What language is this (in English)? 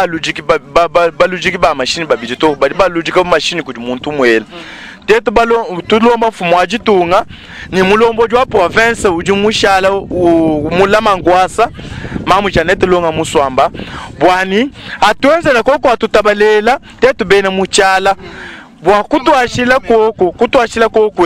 Luba-Lulua